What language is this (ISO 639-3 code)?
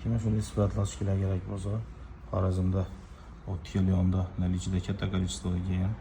uzb